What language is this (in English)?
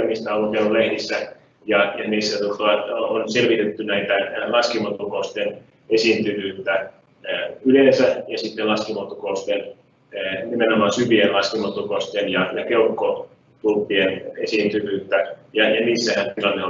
Finnish